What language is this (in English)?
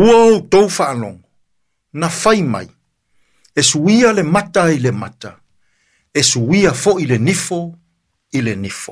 Samoan